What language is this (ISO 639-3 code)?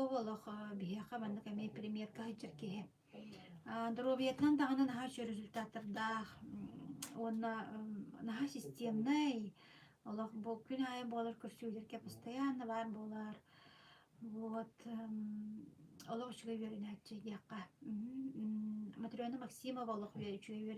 sah